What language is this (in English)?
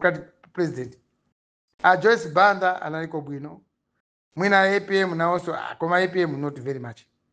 Nyanja